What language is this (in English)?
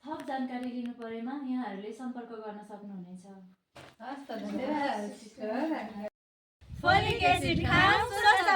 Nepali